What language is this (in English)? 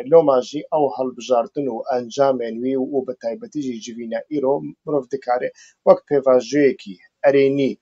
Central Kurdish